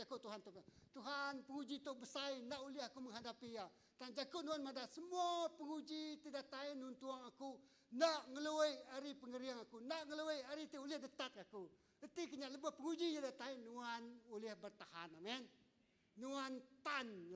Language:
Iban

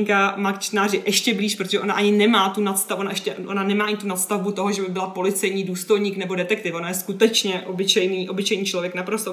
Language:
Czech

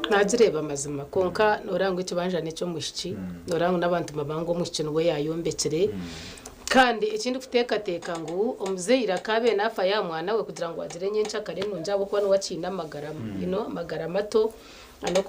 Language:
Nyankole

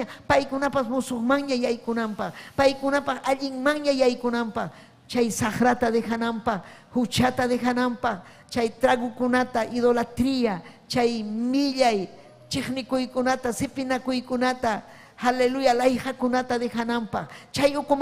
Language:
Ayacucho Quechua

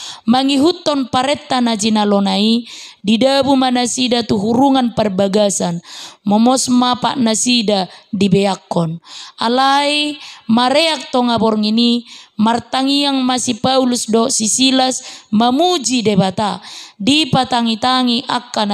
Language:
Batak Toba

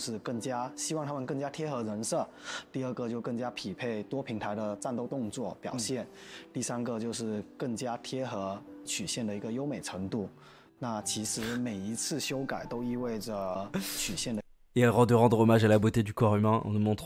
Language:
Chinese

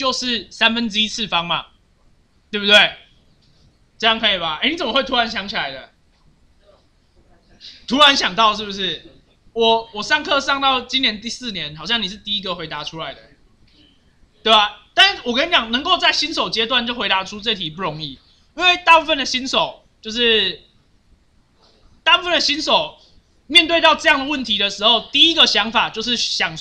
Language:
Chinese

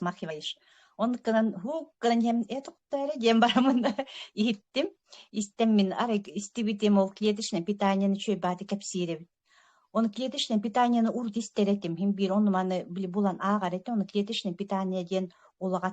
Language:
Yakut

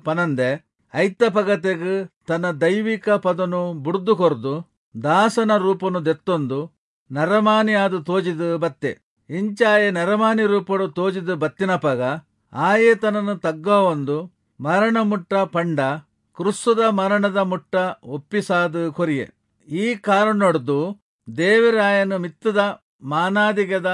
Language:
Tulu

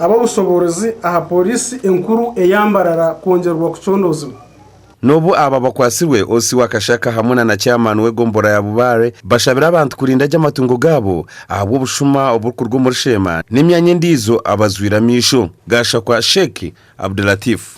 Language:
Nyankole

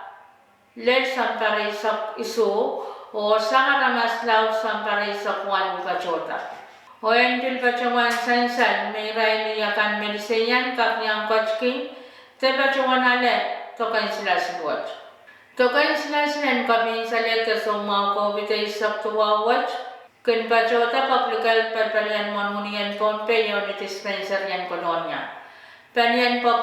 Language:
Pohnpeian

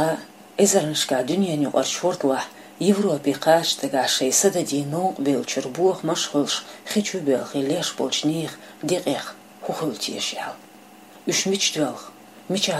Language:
Chechen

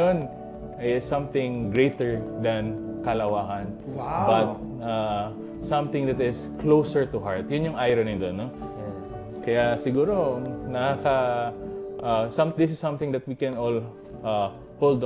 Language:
Filipino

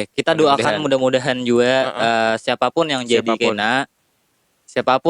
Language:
Banjar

